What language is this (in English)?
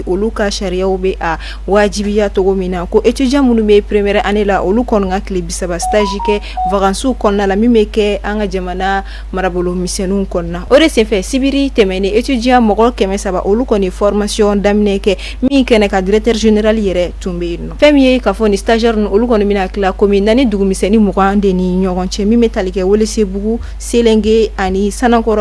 Bambara